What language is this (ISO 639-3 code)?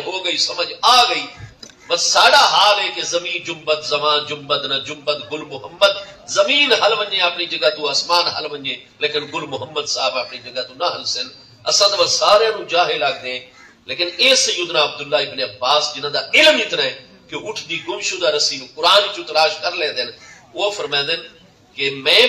skr